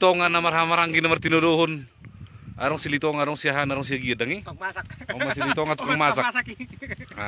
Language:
Batak Toba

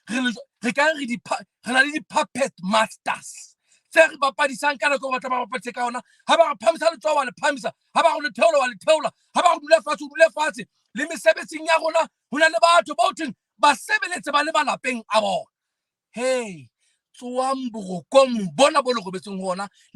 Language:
Southern Sotho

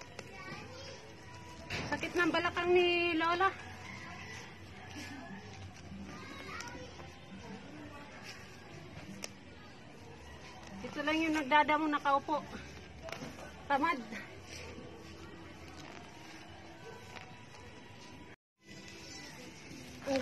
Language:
Filipino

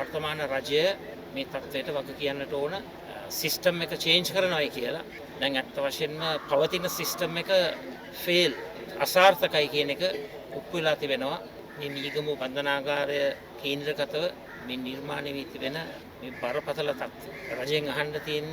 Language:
Sinhala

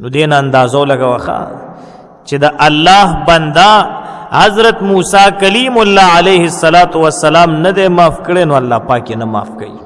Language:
Pashto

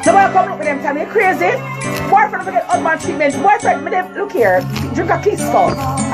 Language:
Jamaican Creole English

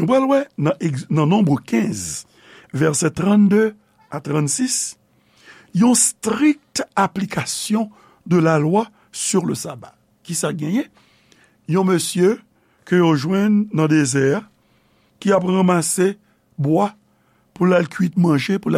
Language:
Haitian Creole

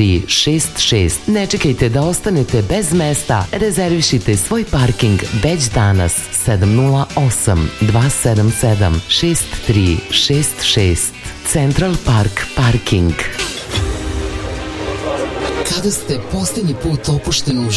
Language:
Serbian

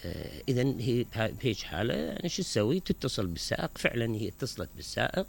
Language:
Mesopotamian Arabic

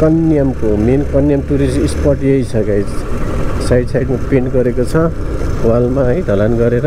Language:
Nepali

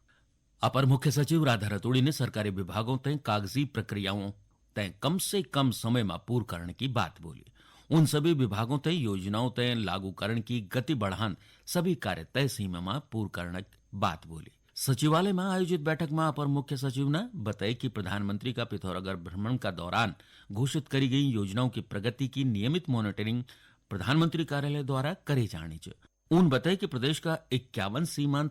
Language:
Garhwali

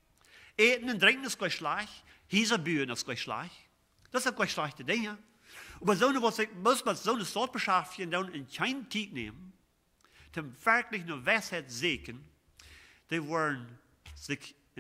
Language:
Plautdietsch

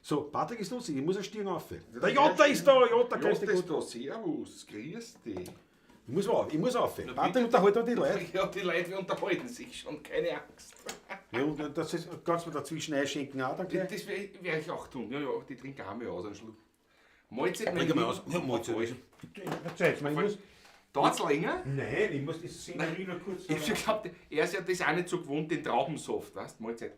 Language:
Bavarian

